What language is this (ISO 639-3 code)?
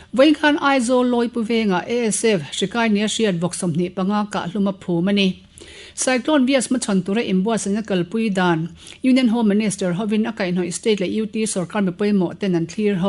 lus